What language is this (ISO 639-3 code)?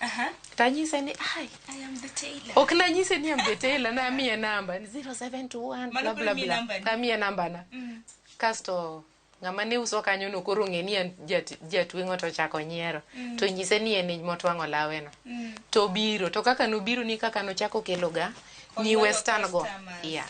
luo